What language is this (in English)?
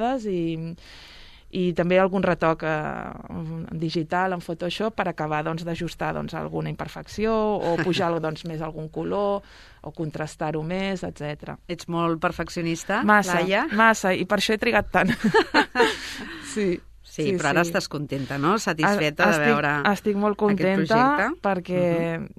Catalan